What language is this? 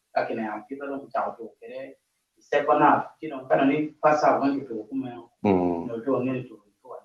Acoli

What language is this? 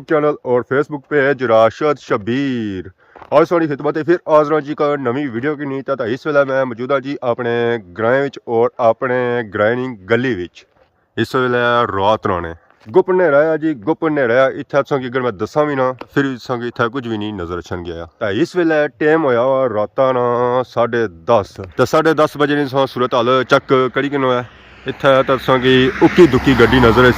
Pahari-Potwari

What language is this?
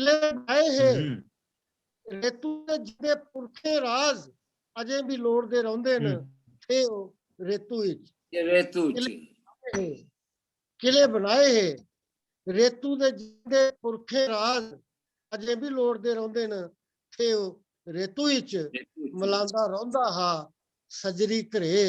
Dogri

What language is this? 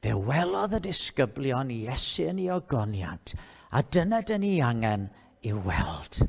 Welsh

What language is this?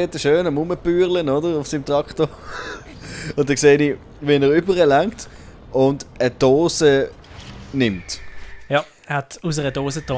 Swiss German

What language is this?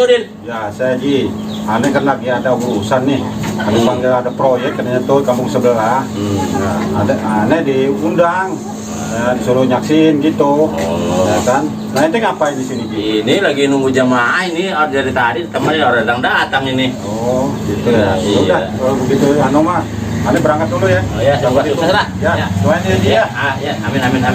Betawi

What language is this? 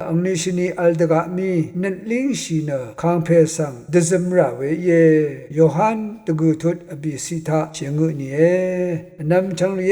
Rawang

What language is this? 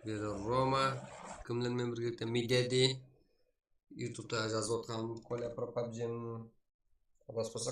Kara-Kalpak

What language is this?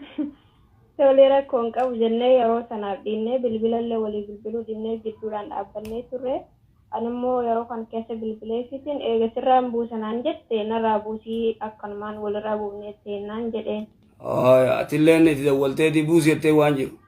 Oromo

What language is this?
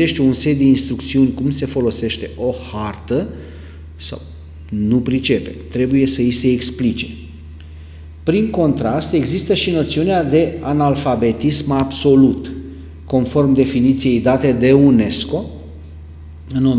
Romanian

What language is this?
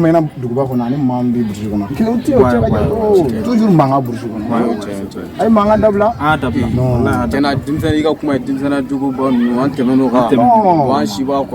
Bambara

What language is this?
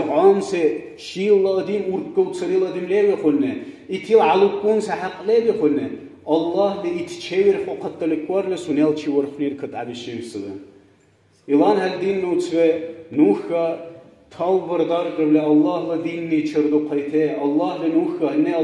Dargwa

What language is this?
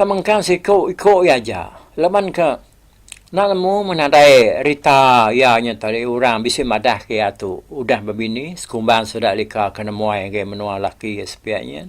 Iban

